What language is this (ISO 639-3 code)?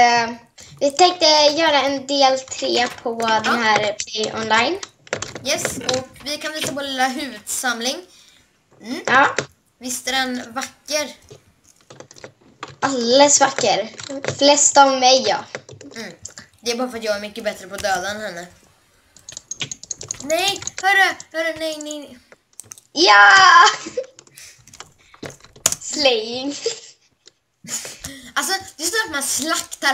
swe